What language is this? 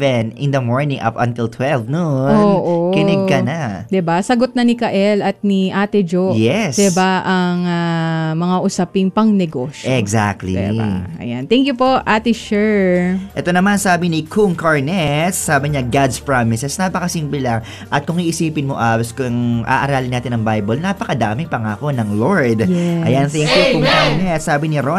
Filipino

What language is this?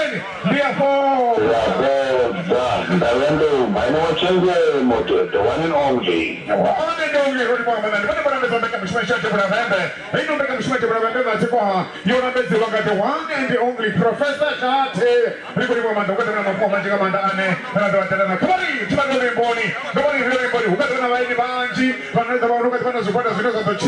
Venda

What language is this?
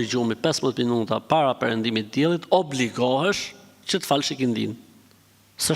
Albanian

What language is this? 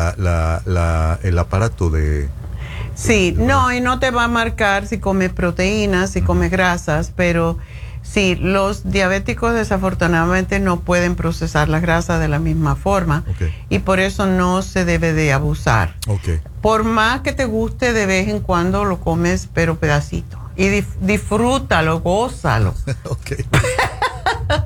Spanish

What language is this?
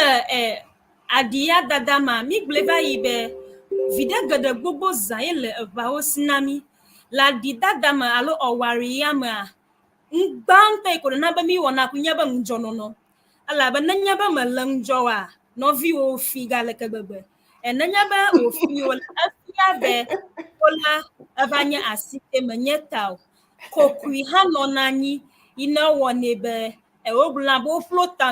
Ewe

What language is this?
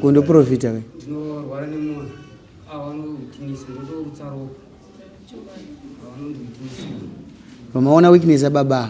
Shona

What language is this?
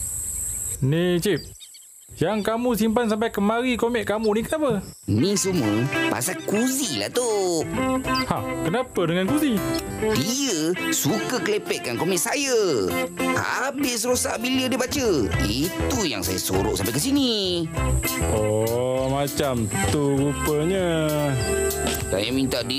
Malay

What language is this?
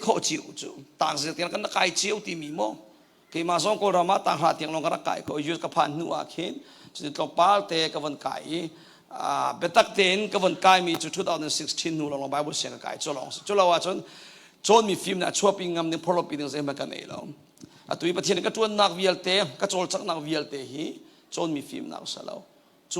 Hakha Chin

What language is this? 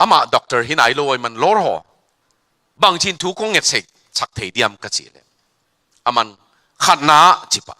Tedim Chin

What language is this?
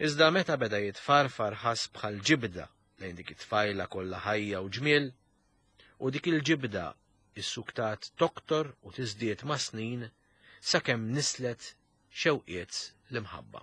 Maltese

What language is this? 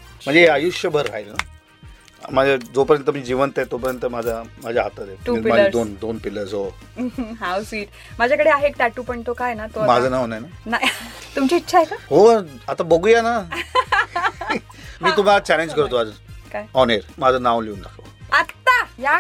Marathi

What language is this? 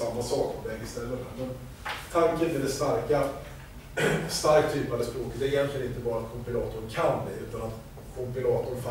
Swedish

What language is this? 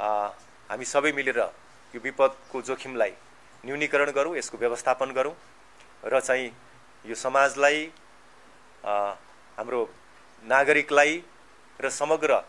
Nepali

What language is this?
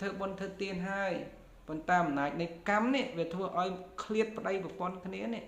Khmer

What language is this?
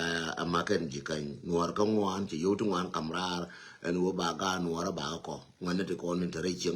Nuer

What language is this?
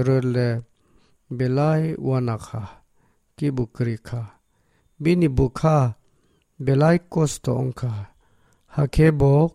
Kok Borok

